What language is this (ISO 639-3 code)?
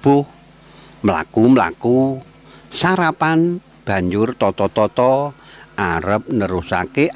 jav